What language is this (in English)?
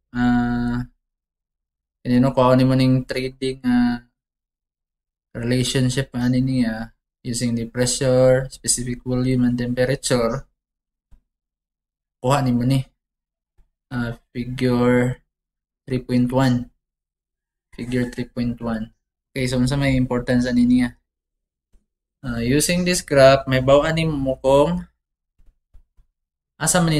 Cebuano